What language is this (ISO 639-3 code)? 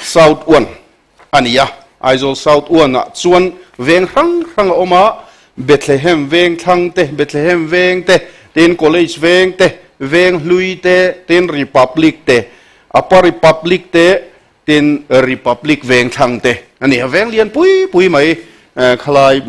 lus